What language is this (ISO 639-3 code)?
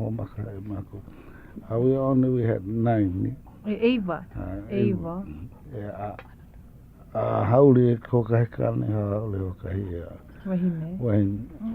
haw